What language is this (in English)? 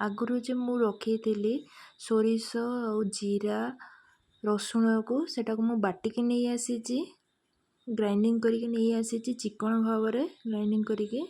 Odia